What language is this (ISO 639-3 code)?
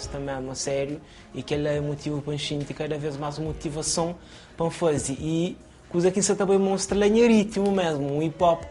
kea